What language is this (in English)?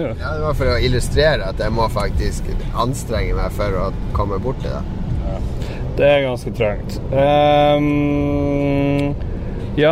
Norwegian